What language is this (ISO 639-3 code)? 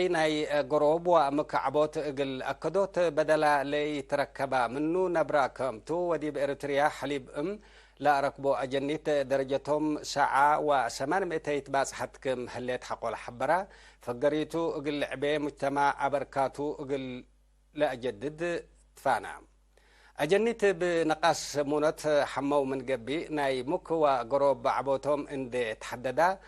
tig